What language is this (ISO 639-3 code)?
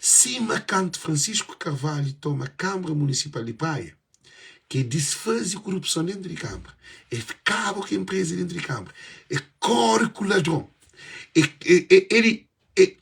kea